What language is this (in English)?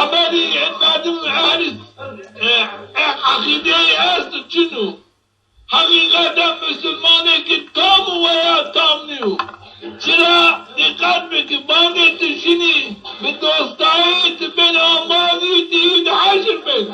Zaza